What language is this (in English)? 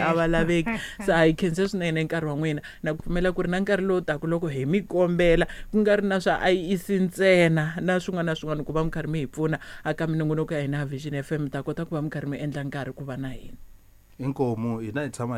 Tsonga